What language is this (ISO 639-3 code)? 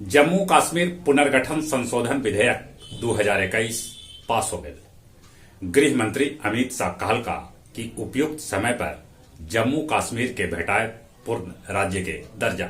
mag